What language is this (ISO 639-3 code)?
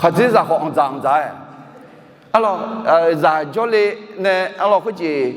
ahk